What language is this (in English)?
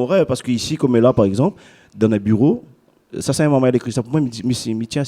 Réunion Creole French